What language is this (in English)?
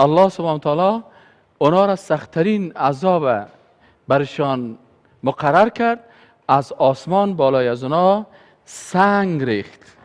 Persian